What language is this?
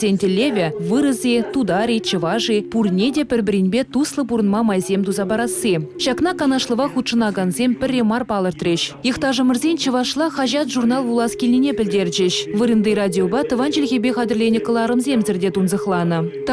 Chuvash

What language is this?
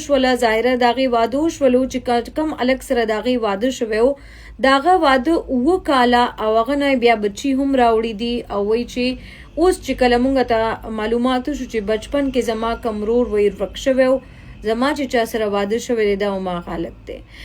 Pashto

